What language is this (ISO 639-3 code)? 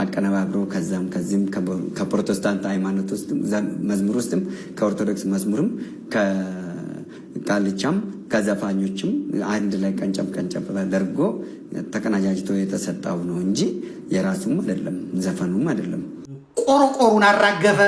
amh